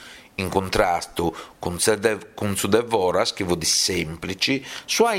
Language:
Sardinian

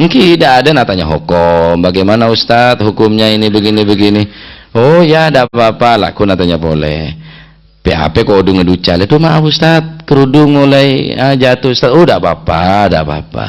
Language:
Madurese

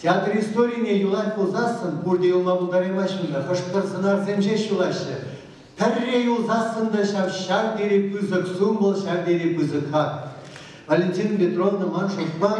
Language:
Chuvash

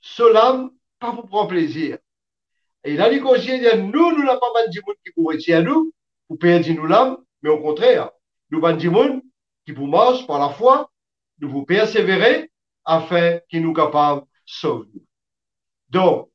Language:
Morisyen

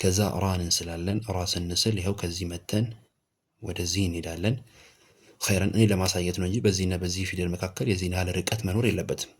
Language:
Amharic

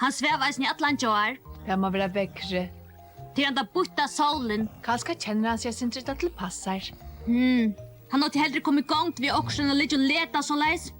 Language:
Faroese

